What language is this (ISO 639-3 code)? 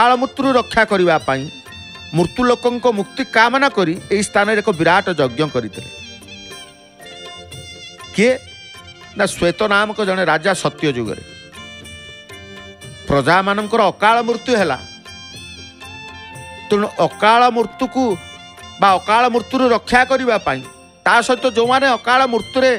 ori